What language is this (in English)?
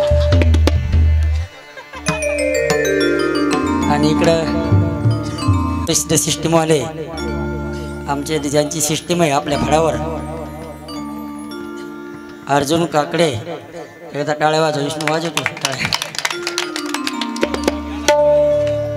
Marathi